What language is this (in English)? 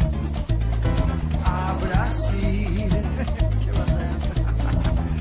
Catalan